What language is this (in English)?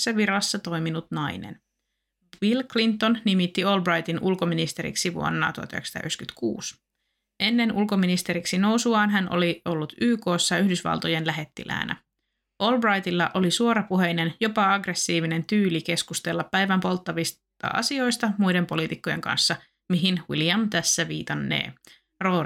Finnish